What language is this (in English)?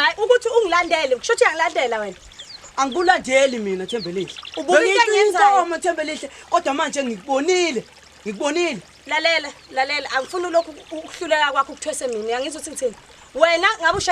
Zulu